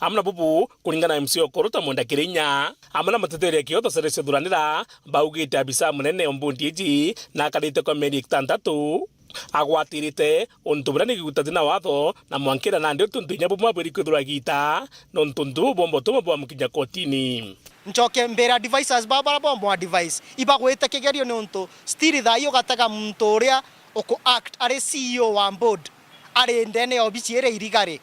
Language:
Meru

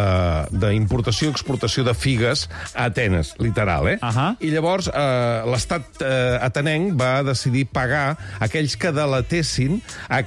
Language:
Catalan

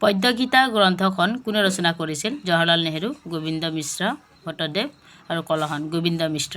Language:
Assamese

